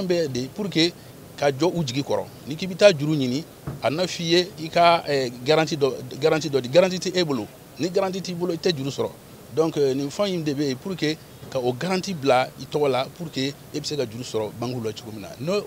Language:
Bambara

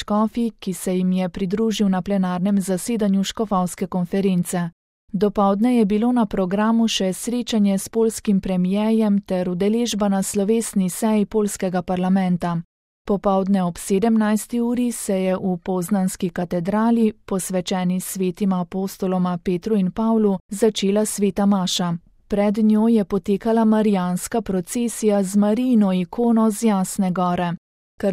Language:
Slovenian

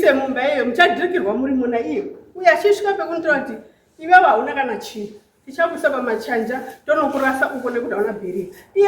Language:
Shona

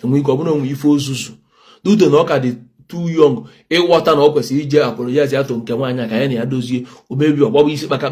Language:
Igbo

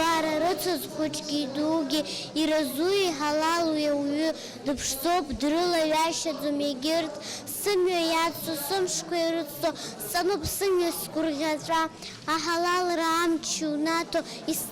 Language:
Abkhazian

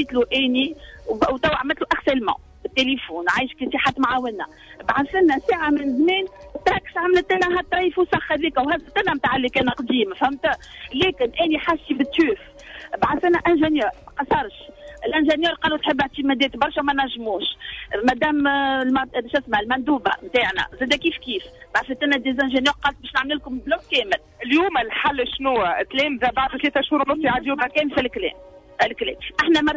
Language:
Tunisian Arabic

